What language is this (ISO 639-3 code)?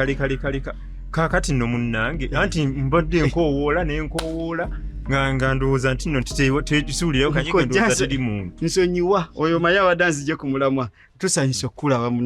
lug